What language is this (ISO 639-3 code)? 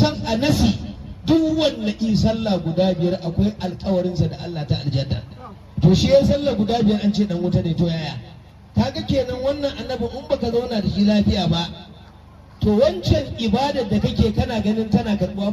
hau